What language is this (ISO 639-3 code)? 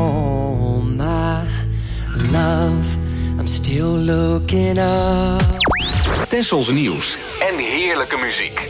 nld